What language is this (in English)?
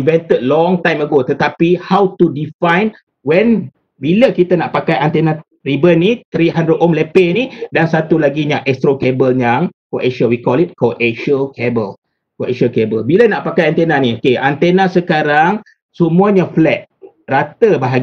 Malay